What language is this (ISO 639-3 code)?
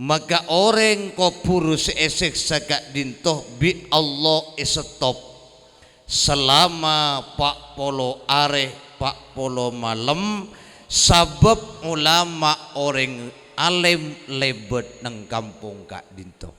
mad